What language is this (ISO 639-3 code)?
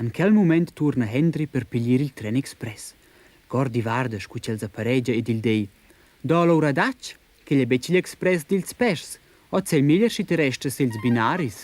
roh